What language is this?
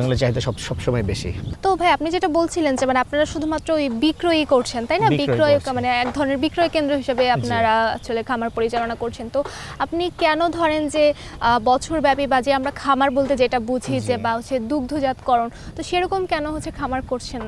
Bangla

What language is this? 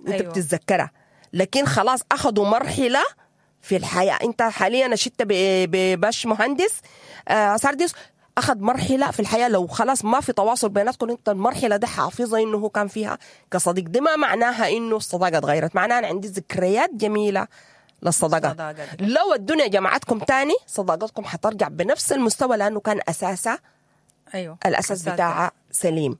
Sudanese Arabic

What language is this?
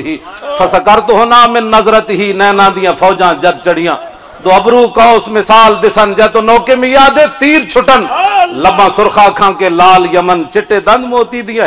Western Panjabi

